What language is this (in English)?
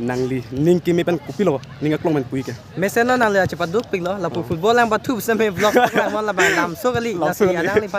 Karbi